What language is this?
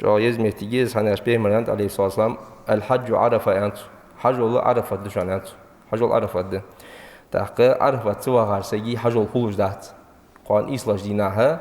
Ingush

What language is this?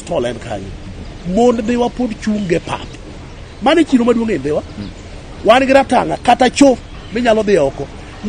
Luo (Kenya and Tanzania)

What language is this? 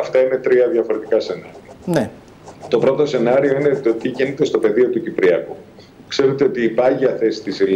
Greek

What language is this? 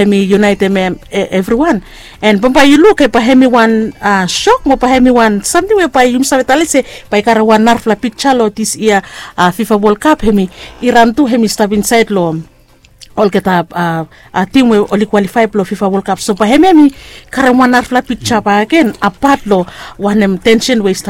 Bislama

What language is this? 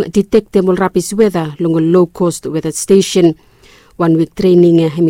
Bislama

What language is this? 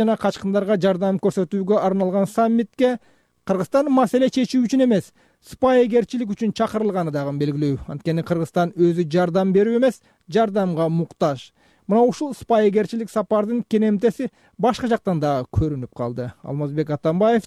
Kyrgyz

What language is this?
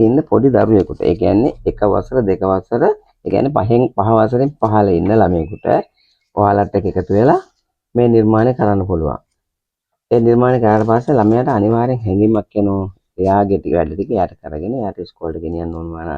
Sinhala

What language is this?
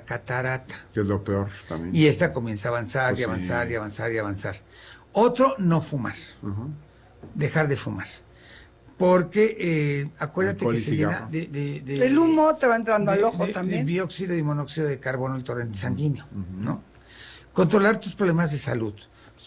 Spanish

